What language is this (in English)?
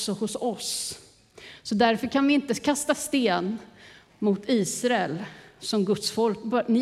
Swedish